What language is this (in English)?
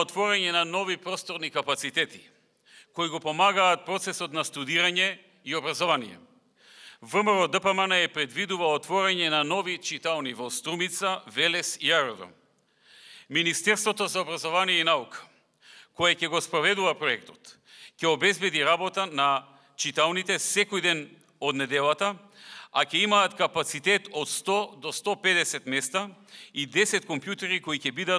Macedonian